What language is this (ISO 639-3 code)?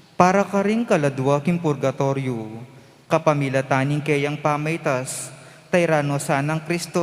pam